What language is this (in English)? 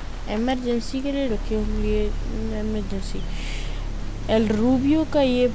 Hindi